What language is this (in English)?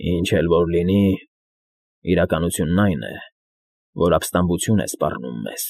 Armenian